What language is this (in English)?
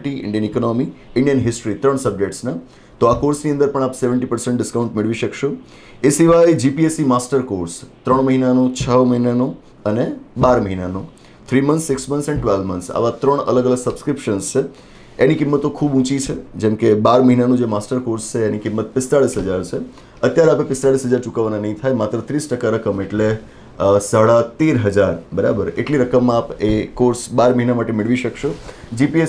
Gujarati